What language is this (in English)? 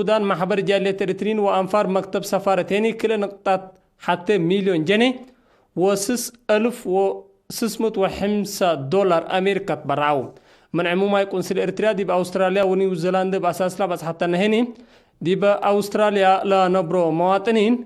Tigre